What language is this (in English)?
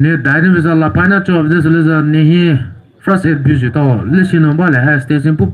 Poumei Naga